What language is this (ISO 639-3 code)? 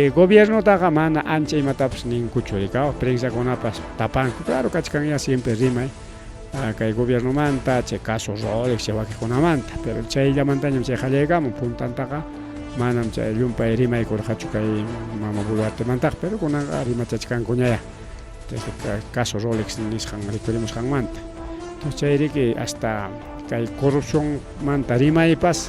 quy